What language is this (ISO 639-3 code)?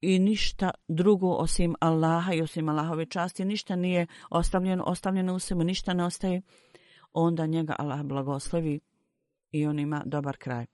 bos